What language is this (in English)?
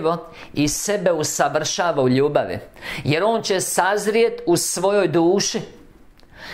Croatian